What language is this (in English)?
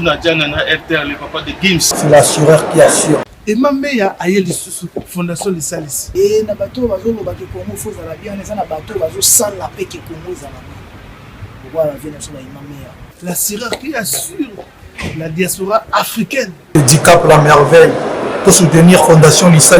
Lingala